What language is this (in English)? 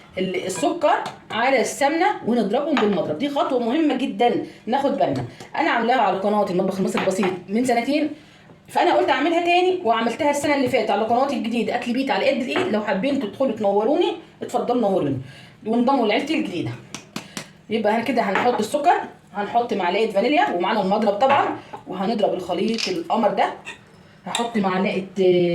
Egyptian Arabic